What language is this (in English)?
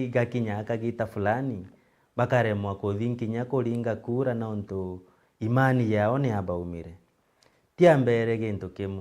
Meru